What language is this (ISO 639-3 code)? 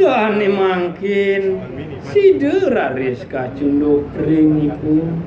ban